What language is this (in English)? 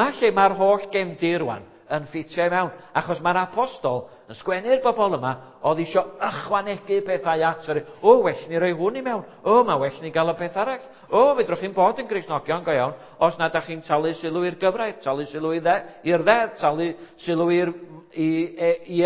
Welsh